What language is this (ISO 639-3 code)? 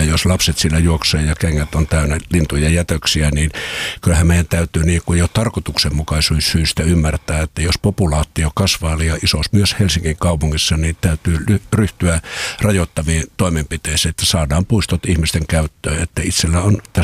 fin